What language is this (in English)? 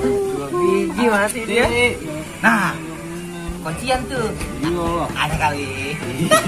Betawi